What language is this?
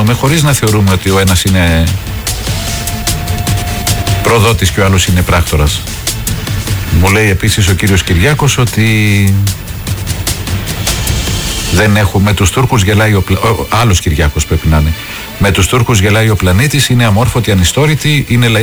Greek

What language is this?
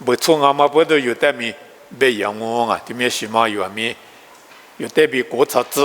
Lisu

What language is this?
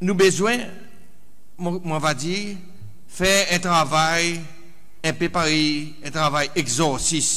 Seselwa Creole French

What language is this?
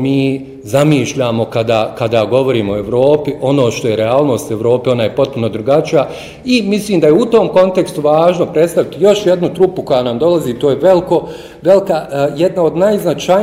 Bosnian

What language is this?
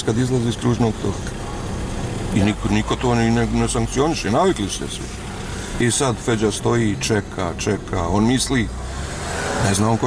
Bosnian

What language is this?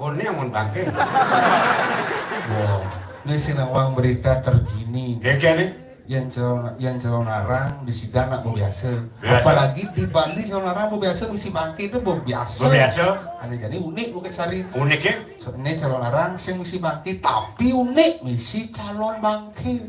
Balinese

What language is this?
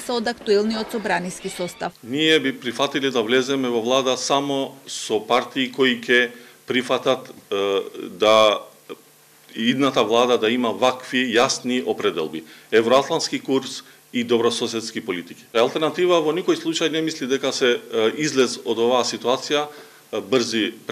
Macedonian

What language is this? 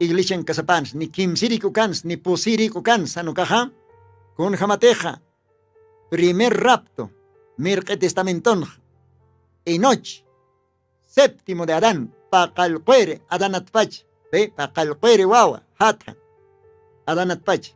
Aymara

